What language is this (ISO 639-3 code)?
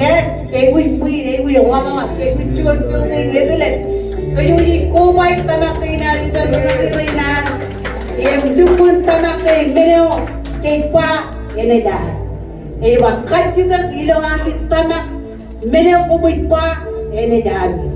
mah